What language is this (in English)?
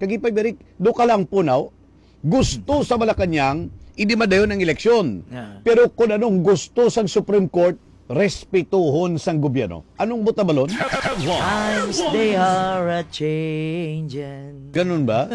Hiligaynon